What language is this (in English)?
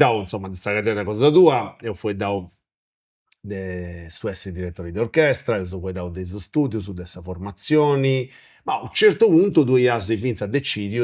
Sardinian